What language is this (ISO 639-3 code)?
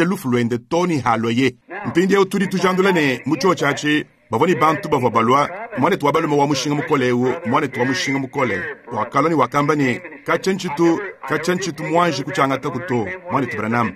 lua